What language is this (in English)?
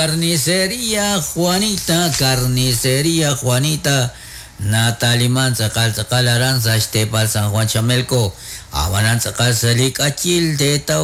Kekchí